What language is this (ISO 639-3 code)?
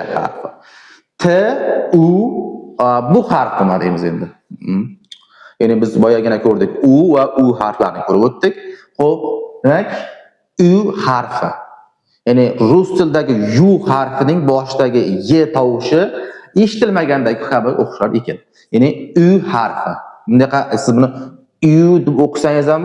uzb